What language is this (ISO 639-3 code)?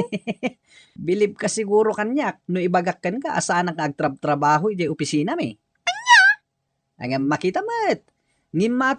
ilo